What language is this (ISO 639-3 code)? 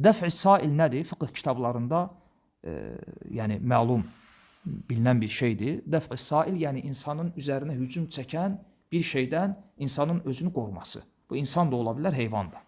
aze